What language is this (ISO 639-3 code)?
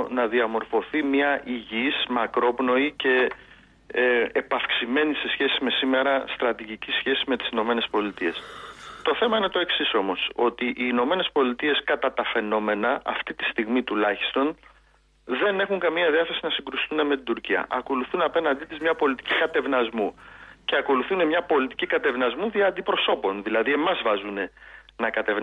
ell